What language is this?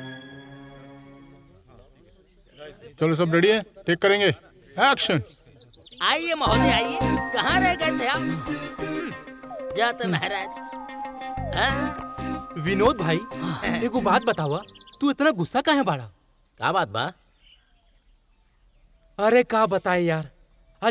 Bhojpuri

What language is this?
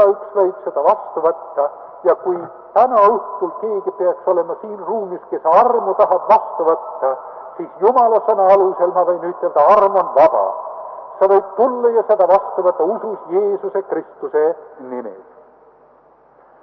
Estonian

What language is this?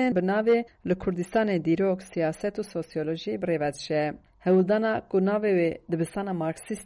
Kurdish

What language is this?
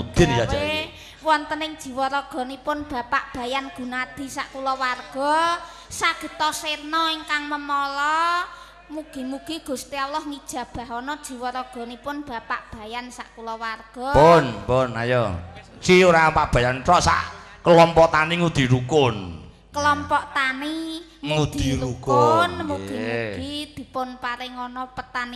Javanese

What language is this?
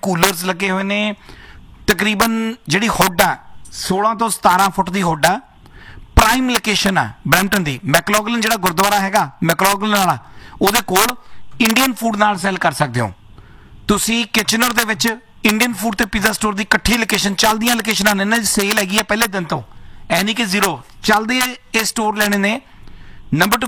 Punjabi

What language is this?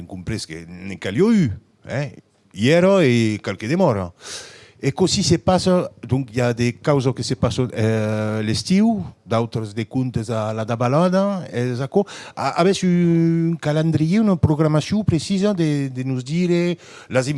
Occitan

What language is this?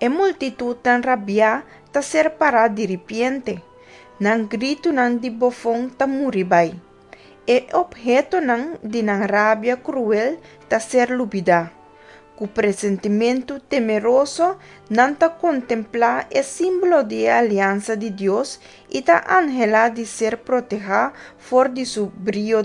Papiamento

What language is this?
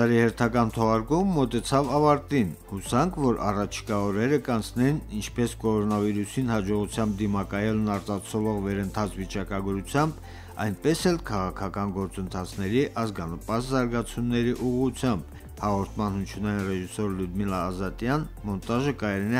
Armenian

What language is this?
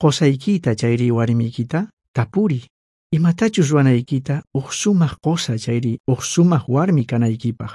South Bolivian Quechua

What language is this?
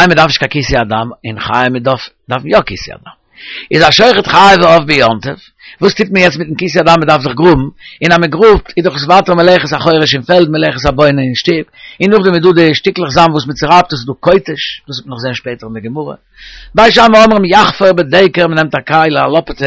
Yiddish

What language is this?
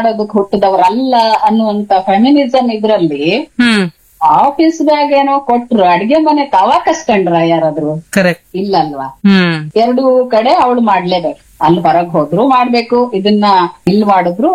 Kannada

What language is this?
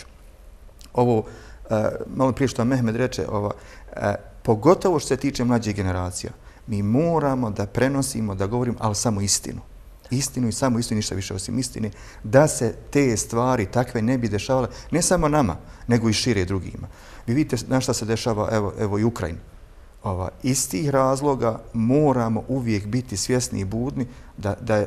Bosnian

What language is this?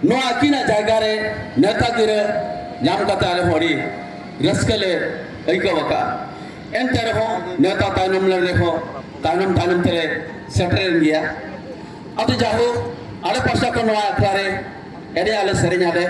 Santali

